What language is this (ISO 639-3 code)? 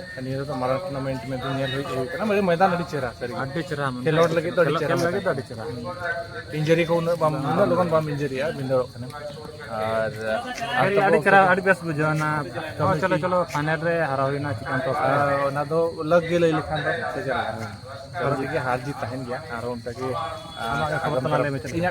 sat